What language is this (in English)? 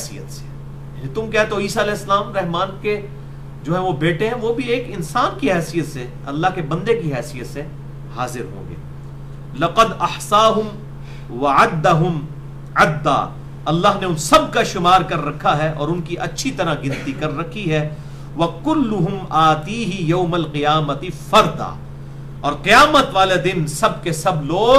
Urdu